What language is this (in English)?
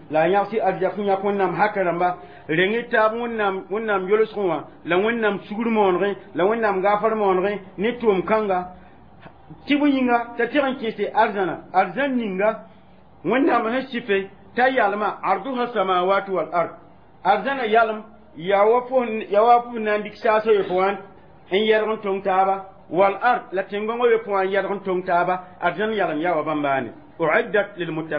Mossi